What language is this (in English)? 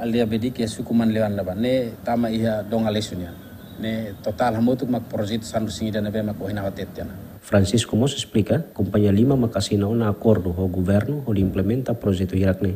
Tetum